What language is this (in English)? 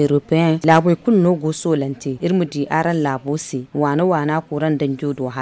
Zarma